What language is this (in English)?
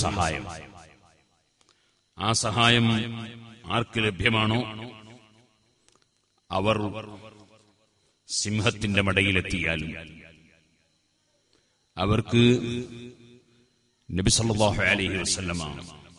Malayalam